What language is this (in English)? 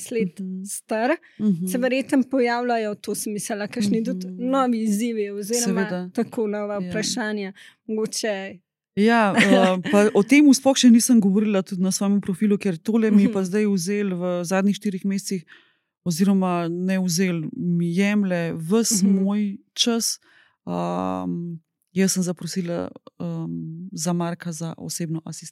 Slovenian